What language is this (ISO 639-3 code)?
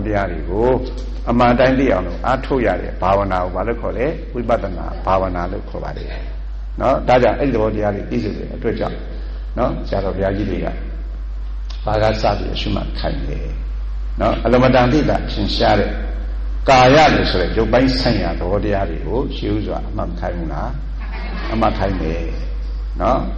mya